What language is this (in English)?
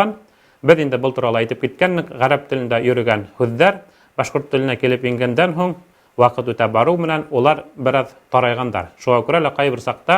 Bashkir